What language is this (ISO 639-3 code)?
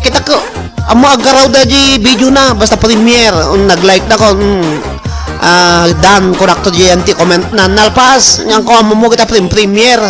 ilo